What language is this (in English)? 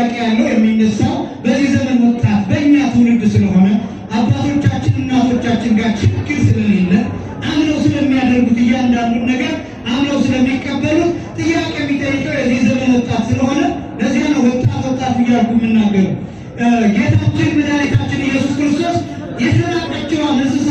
Amharic